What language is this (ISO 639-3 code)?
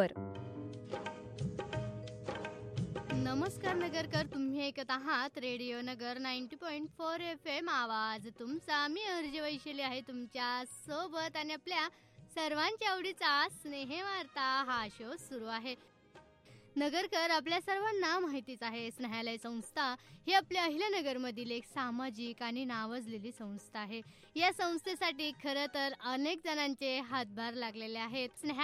mar